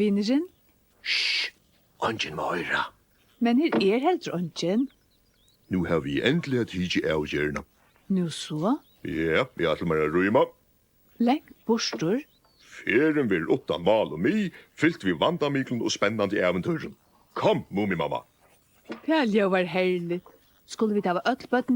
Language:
Faroese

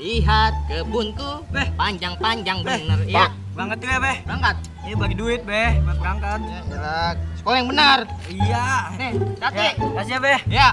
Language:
Betawi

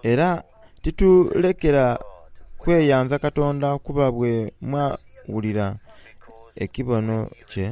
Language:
Soga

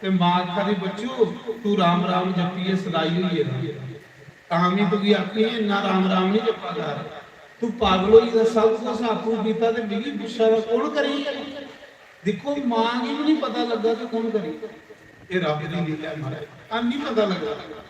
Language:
Dogri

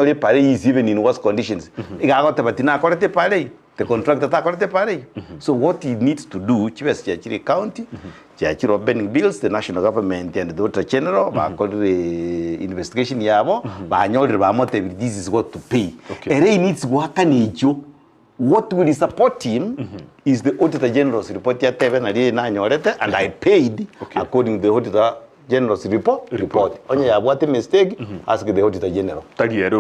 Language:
Gusii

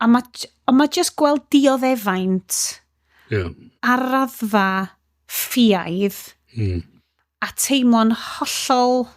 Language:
Welsh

